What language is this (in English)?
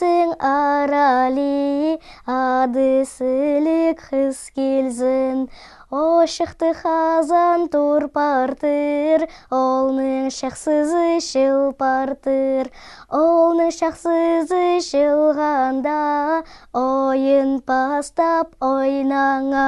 Khakas